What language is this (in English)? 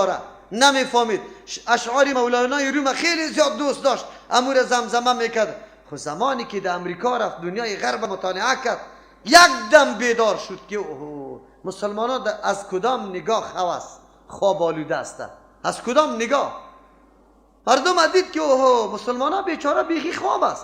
Persian